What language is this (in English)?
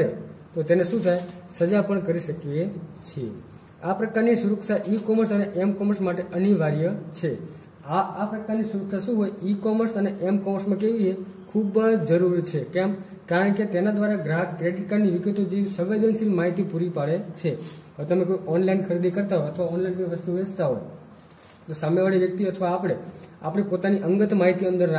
Gujarati